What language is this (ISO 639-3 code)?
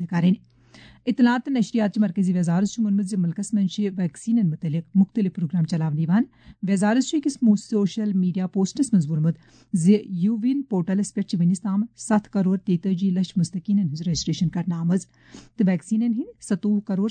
kas